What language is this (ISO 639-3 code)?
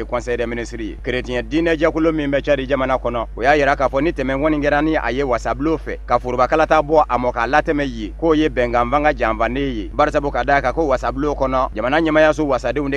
bam